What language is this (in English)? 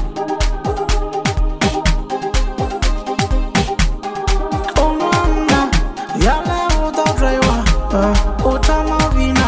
Swahili